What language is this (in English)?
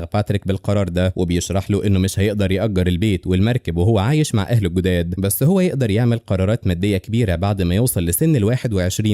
Egyptian Arabic